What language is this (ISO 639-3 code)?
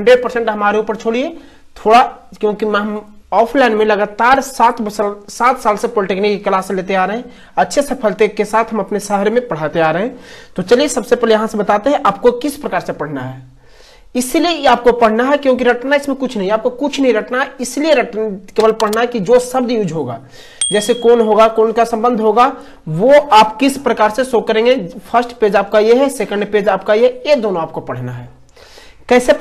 hin